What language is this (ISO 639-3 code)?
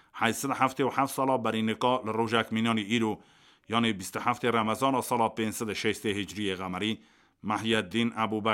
kur